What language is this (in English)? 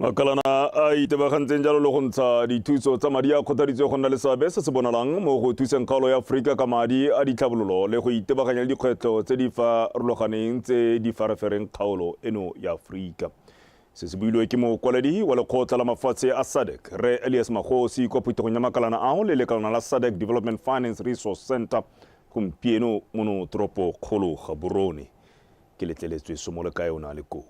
Tswana